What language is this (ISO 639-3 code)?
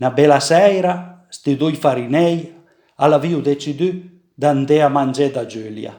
pms